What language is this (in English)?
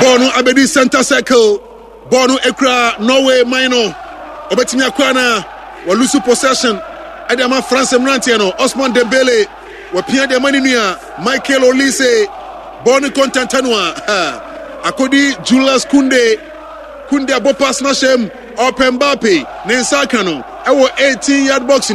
Akan